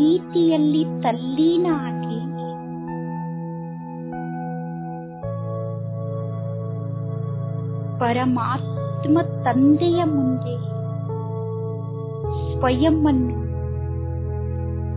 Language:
Kannada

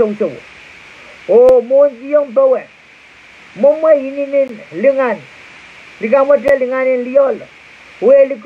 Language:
Pohnpeian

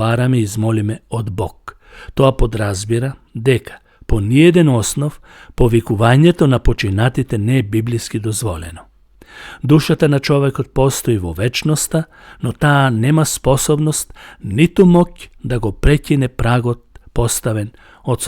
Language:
Macedonian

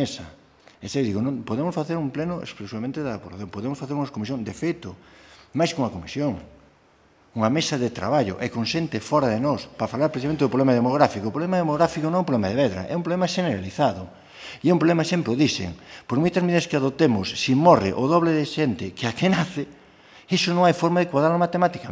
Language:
Galician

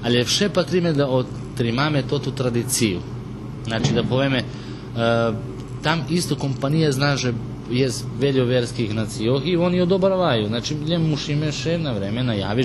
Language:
Rusyn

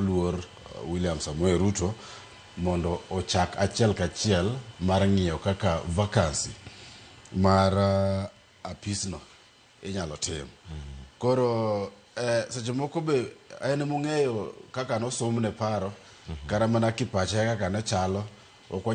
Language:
Luo (Kenya and Tanzania)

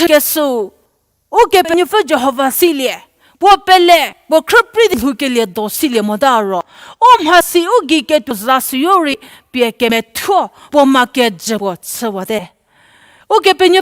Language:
Angami Naga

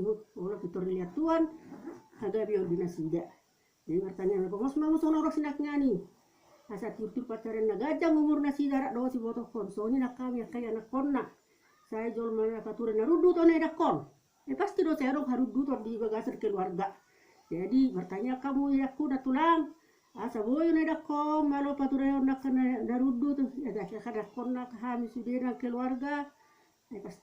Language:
Batak Toba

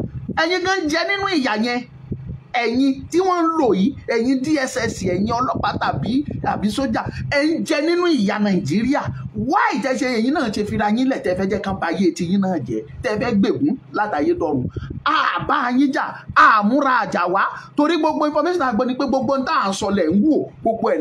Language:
Yoruba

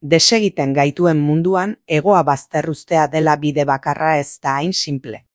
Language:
Basque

